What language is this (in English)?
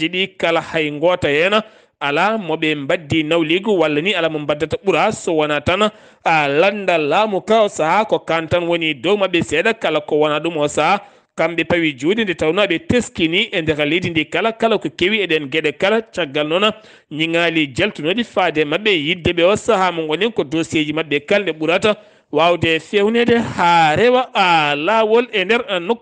Fula